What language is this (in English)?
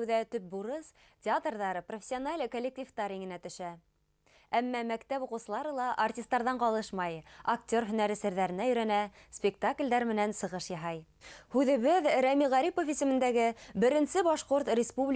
Bashkir